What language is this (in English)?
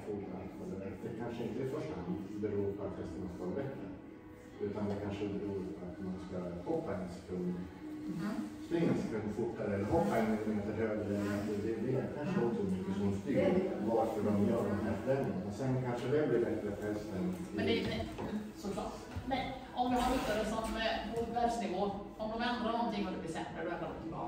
Swedish